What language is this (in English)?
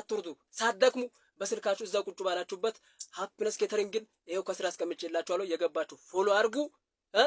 Amharic